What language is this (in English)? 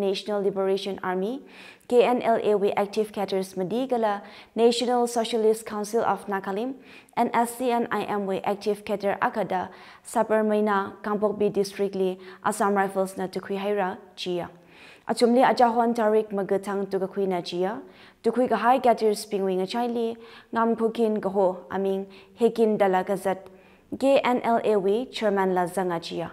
Tangkhul Naga (India)